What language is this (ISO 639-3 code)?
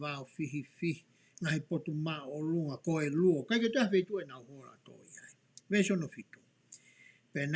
ton